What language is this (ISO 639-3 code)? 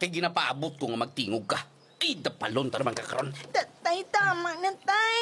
hil